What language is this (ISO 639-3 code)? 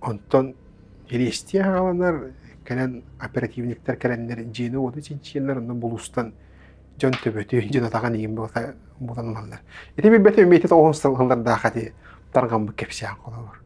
sah